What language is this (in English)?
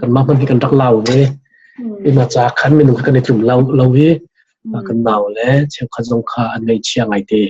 Hakha Chin